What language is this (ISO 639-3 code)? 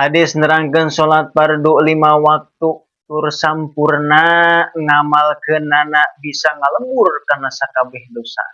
sun